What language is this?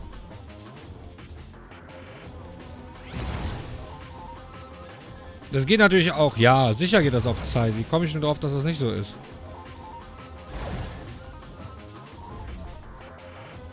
German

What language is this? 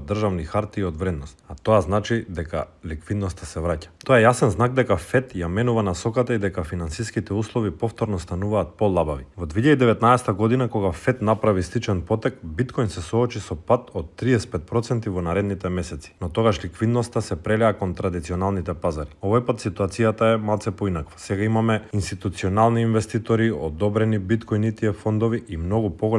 Macedonian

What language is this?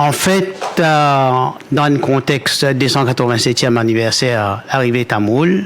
Morisyen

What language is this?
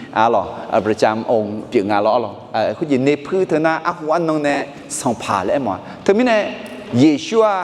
Akha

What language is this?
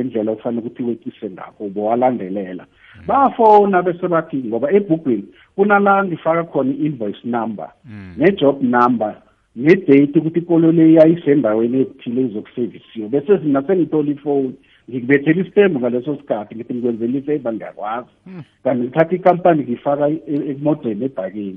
South Ndebele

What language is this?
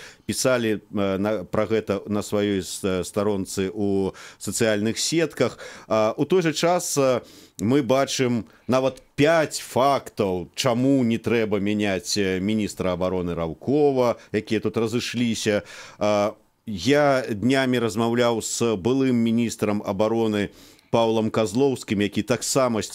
Belarusian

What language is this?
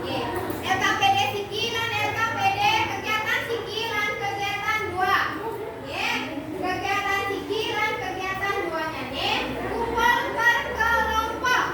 Balinese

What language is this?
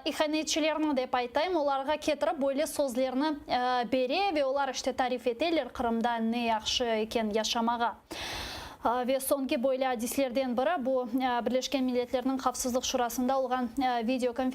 Crimean Tatar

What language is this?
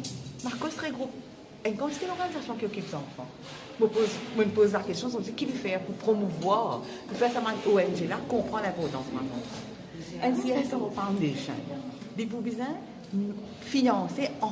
Morisyen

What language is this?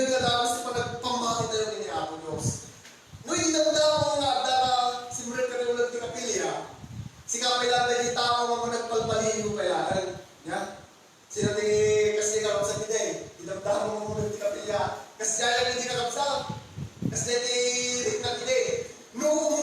Iloko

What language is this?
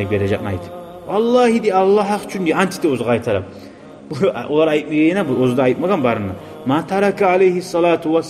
Kumyk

